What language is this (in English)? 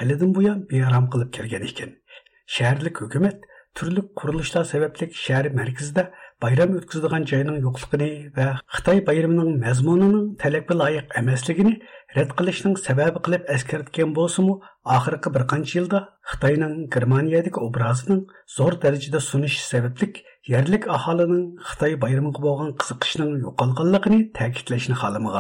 Uyghur